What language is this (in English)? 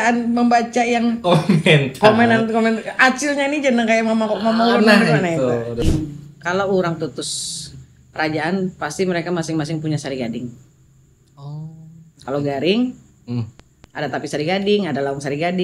Banjar